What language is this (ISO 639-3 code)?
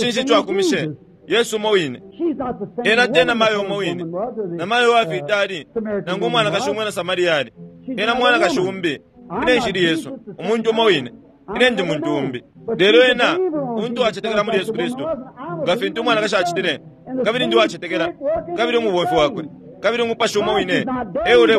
bem